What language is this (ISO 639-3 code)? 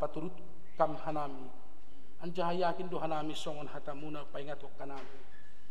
bts